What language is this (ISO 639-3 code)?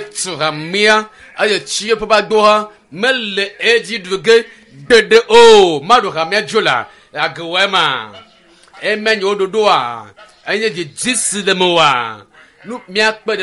ewe